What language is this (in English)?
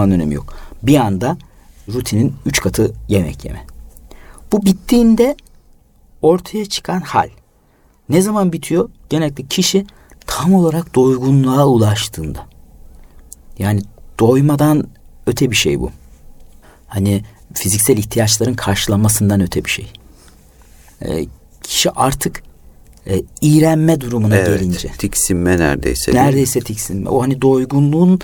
Turkish